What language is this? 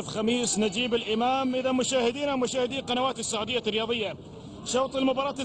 Arabic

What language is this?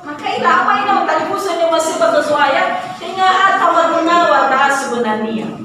Nias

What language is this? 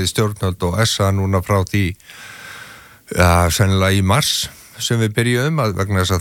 Icelandic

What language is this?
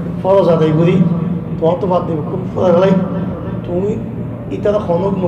Rohingya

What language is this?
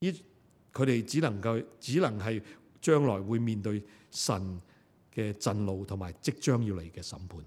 Cantonese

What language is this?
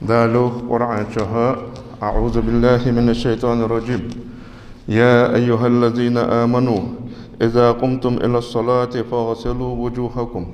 Ingush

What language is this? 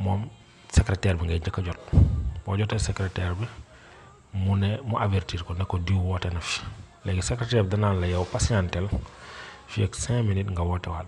Wolof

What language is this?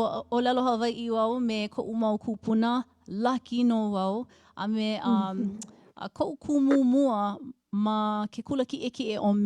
Hawaiian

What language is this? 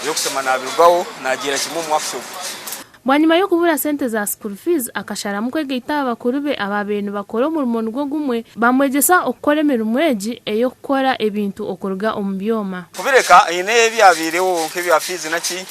Nyankole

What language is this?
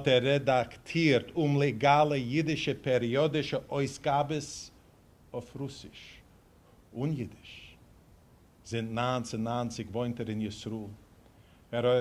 Yiddish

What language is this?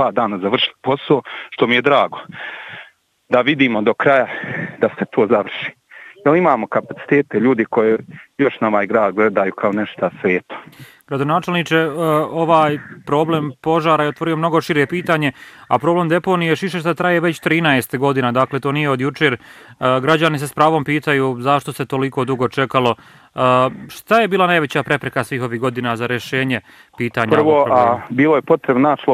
Bosnian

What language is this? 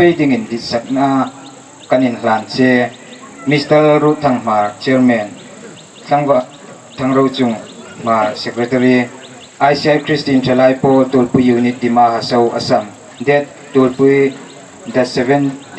Hmar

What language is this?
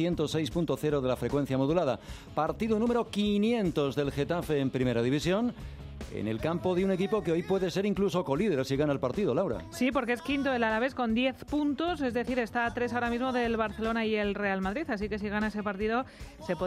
Spanish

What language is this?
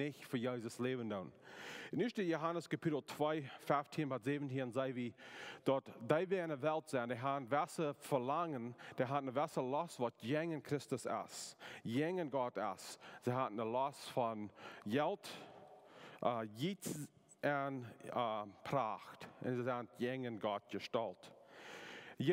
Plautdietsch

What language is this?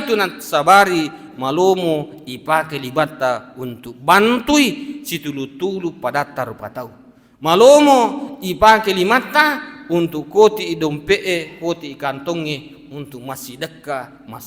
Buginese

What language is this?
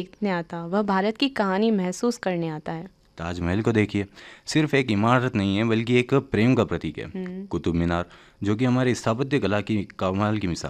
Hindi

